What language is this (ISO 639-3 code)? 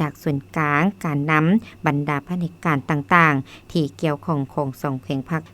lao